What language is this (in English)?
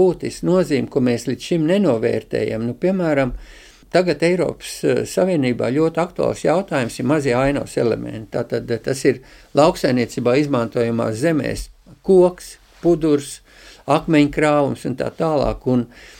Latvian